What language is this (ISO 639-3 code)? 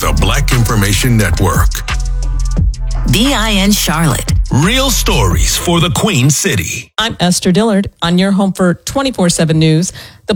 eng